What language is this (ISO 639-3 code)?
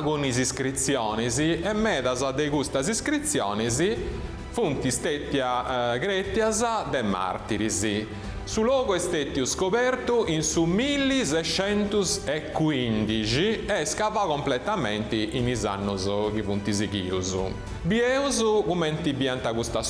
srd